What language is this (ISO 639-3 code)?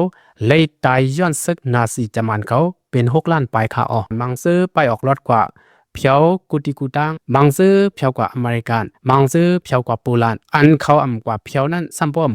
lao